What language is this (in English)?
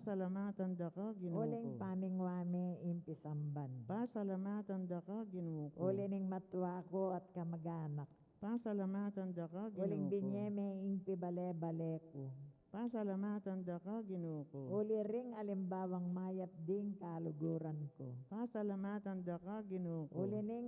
Pampanga